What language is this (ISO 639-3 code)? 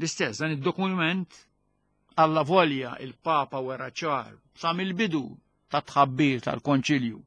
mlt